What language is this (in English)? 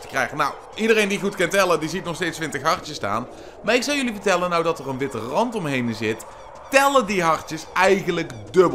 Dutch